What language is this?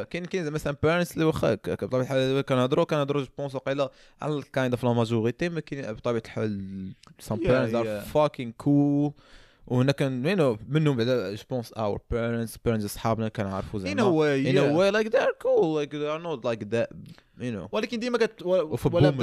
Moroccan Arabic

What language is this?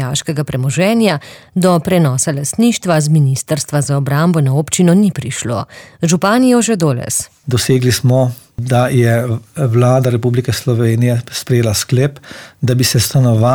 Slovenian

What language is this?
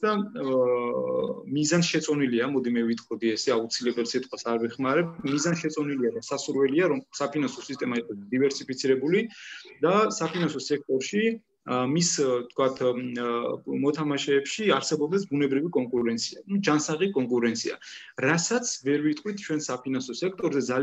Georgian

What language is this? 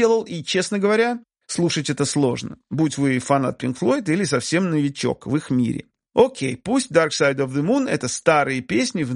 Russian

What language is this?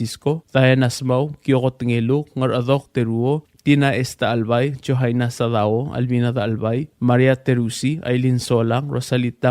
Palauan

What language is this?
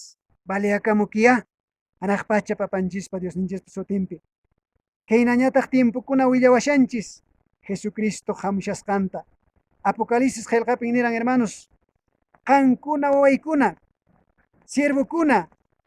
Quechua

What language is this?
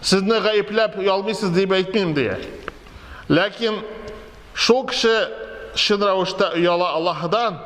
Tatar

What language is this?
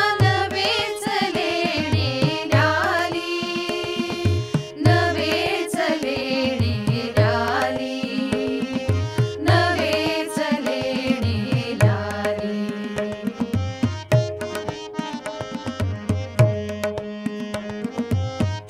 Marathi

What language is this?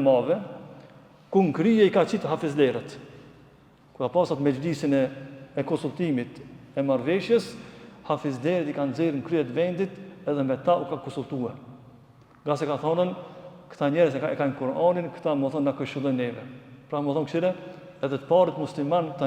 Albanian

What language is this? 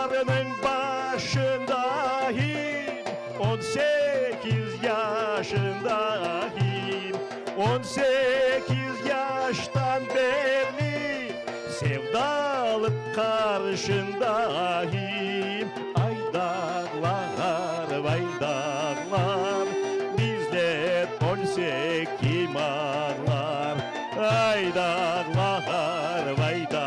Crimean Tatar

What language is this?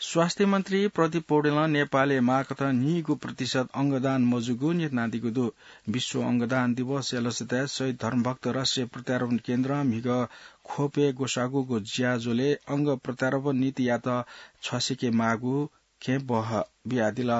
Newari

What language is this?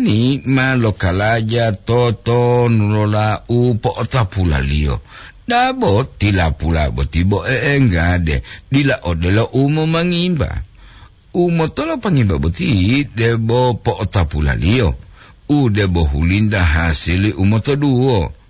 Gorontalo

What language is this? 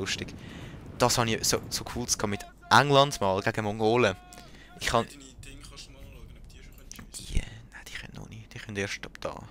Swiss German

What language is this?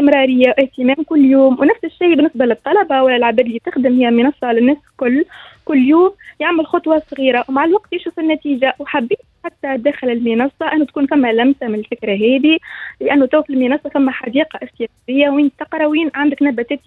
Tunisian Arabic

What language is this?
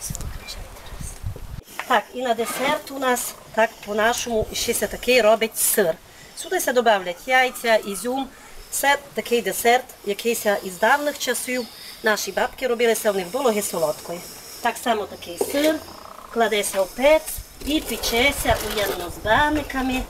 Rusyn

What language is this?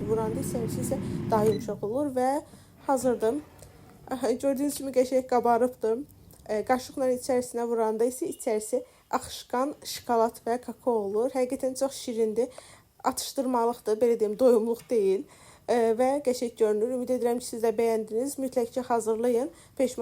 Azerbaijani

